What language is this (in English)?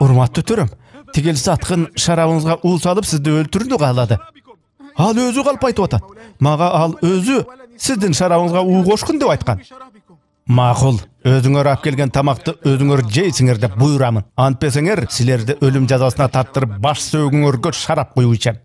Kyrgyz